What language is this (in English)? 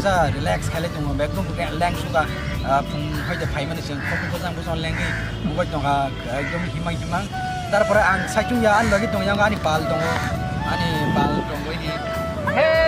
Kok Borok